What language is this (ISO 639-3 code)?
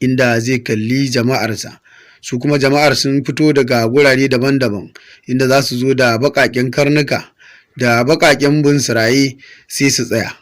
hau